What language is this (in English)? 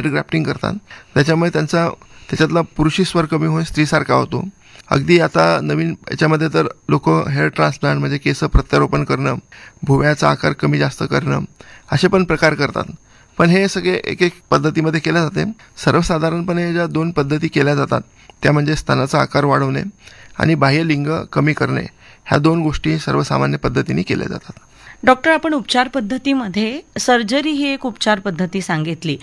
Marathi